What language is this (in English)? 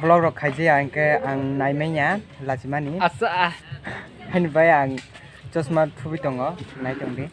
Kok Borok